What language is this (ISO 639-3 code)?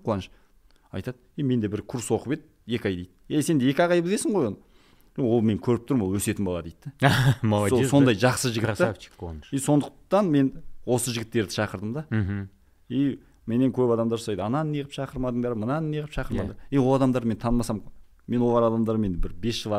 kaz